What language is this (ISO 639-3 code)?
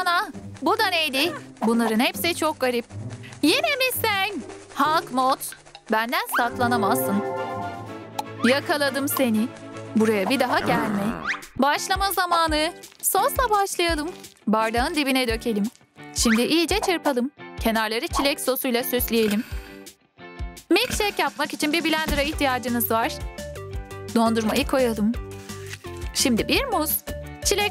tur